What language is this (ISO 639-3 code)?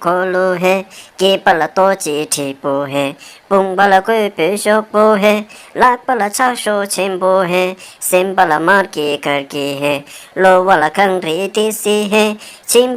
bod